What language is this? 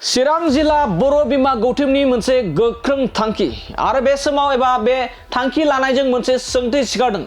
Bodo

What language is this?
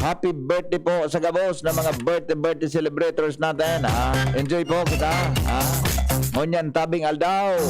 Bikol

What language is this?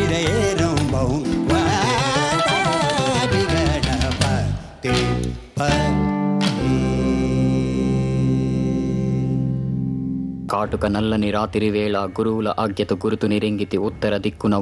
Telugu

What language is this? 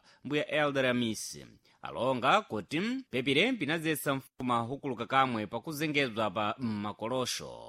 Sena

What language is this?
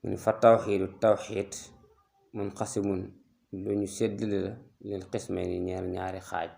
Wolof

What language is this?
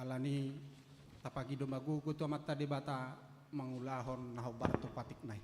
Batak Toba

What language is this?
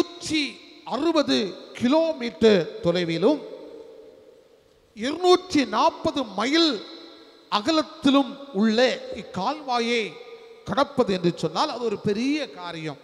Tamil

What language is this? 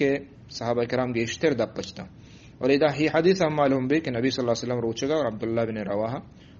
Eastern Balochi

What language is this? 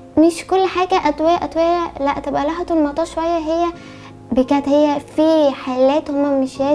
Egyptian Arabic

